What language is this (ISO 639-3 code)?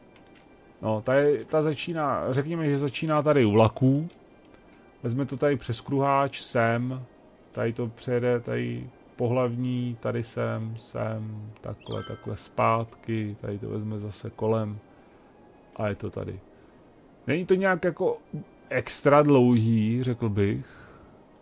ces